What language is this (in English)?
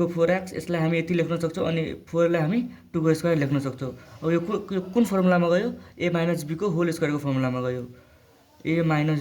Nepali